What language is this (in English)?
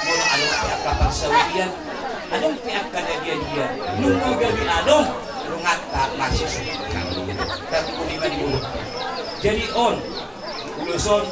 Batak Toba